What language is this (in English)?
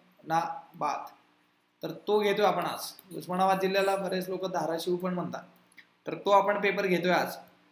Marathi